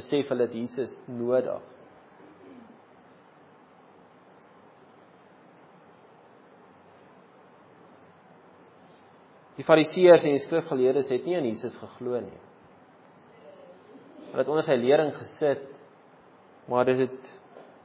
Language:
Afrikaans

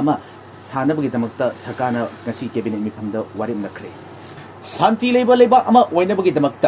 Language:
Manipuri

